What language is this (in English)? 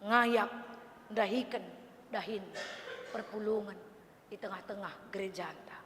Batak Karo